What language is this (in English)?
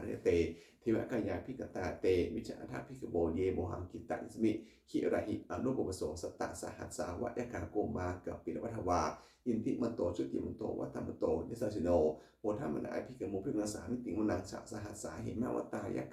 Pali